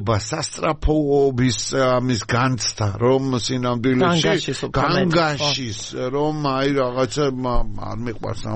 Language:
Georgian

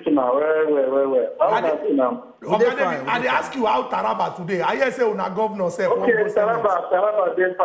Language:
Nigerian Pidgin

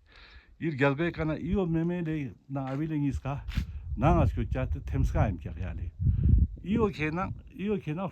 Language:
Ladakhi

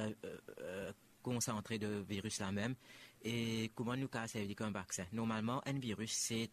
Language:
Morisyen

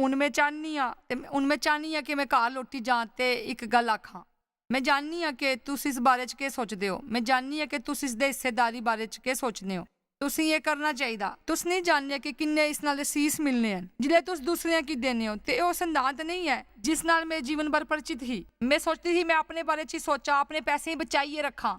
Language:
Dogri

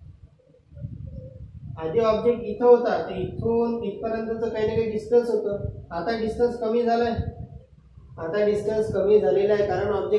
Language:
Marathi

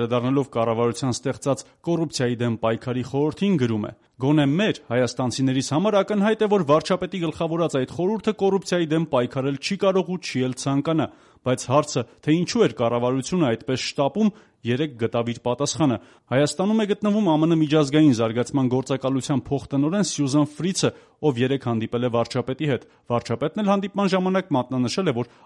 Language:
Armenian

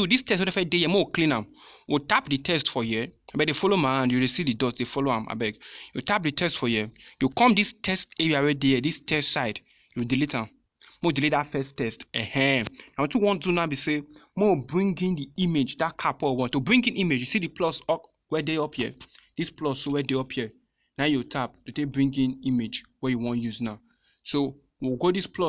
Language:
Nigerian Pidgin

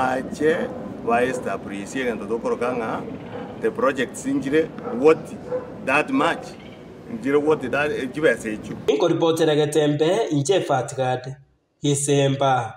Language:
Gusii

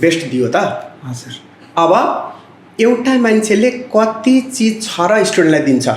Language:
Nepali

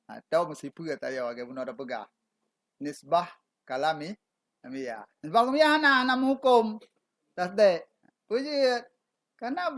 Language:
Achinese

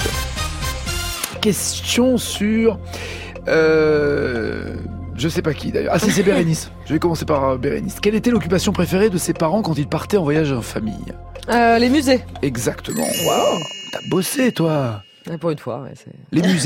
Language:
French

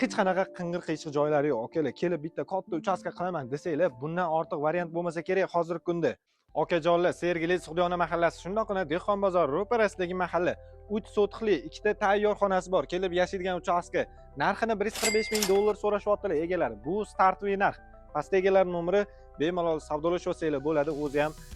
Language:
Uzbek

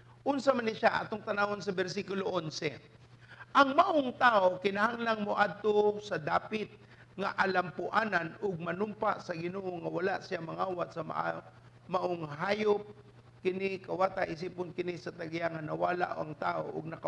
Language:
Cebuano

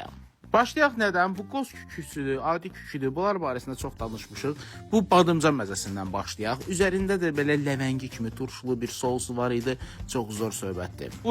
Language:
Azerbaijani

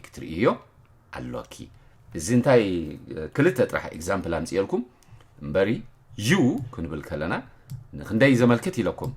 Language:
Tigrinya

